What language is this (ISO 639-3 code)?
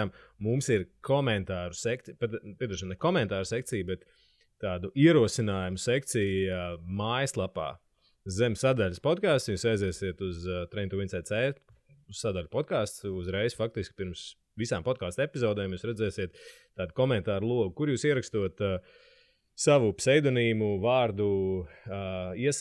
lav